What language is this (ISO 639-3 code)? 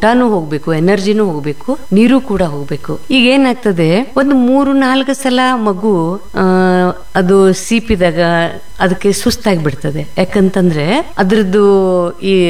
kan